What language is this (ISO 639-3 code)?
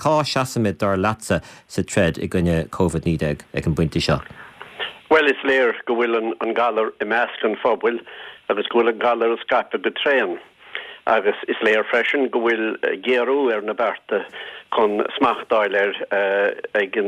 gle